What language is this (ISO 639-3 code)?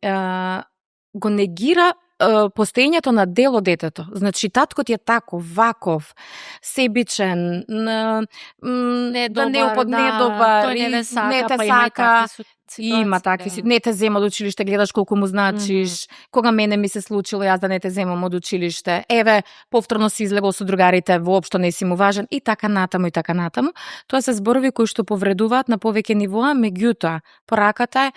mkd